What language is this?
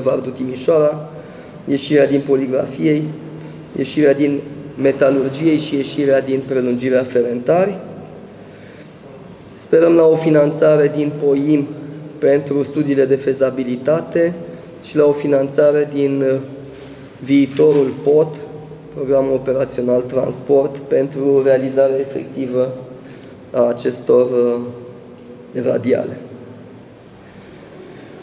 Romanian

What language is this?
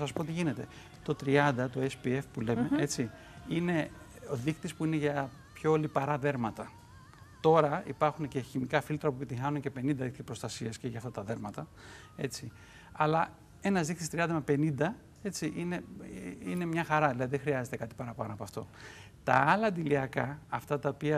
Greek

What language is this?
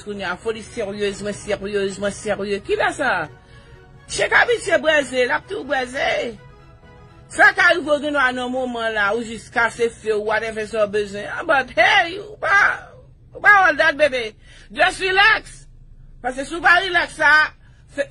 Haitian Creole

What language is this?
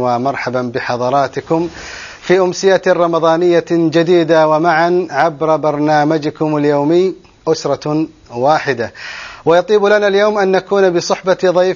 Arabic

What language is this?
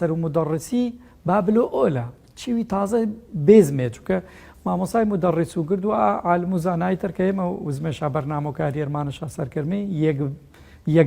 Gurani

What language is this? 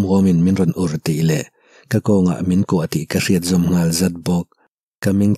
Mizo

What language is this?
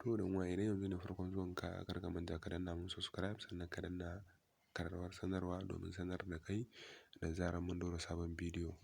Hausa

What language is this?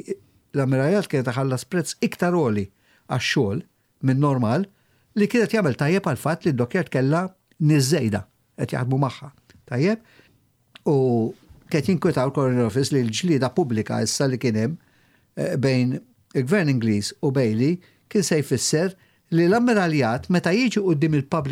Maltese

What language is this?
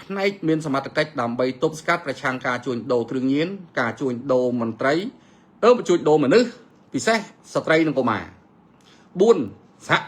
Khmer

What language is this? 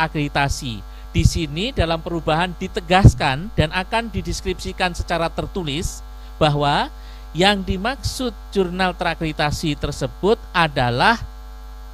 Indonesian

